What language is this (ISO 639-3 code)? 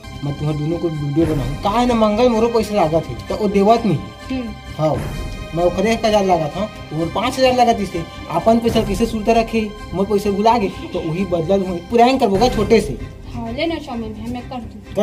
hne